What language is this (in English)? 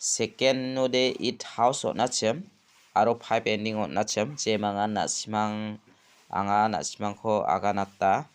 Garo